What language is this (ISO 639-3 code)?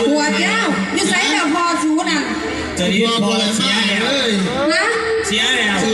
tts